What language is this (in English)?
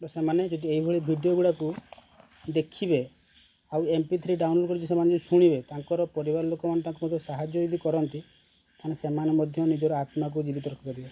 Odia